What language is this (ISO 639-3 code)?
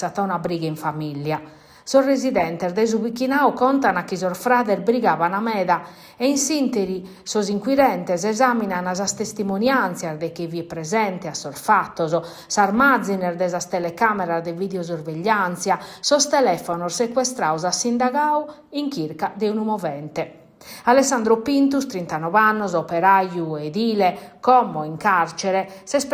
srd